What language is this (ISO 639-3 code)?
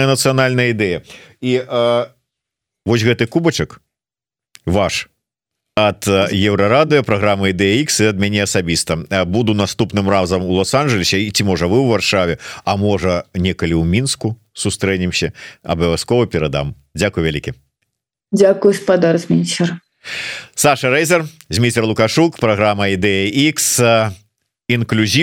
bel